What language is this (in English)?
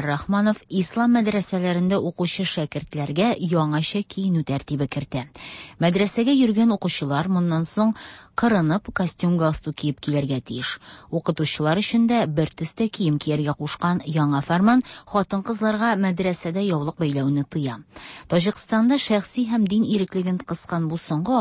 Tatar